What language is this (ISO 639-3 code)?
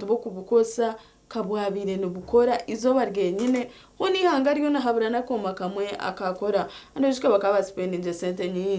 nyn